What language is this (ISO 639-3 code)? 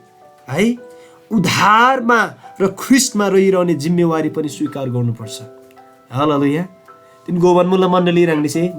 taj